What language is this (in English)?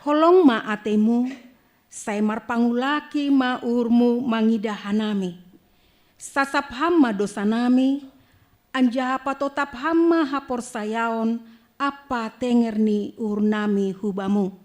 Batak Simalungun